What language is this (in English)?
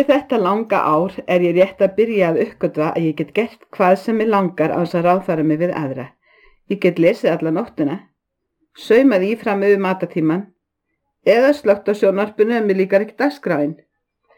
Icelandic